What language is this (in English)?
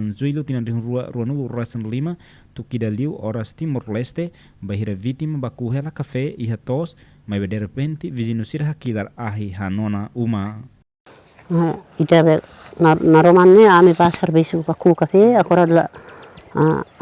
Tetum